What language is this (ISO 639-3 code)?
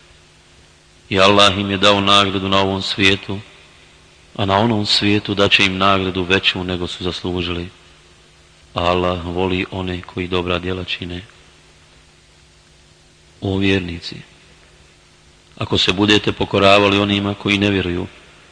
bos